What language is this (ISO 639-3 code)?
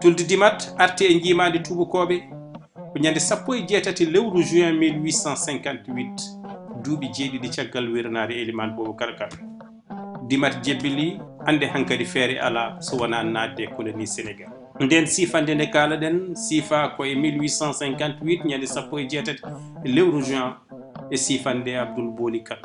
ful